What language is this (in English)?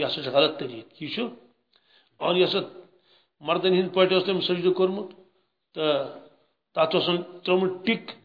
Kashmiri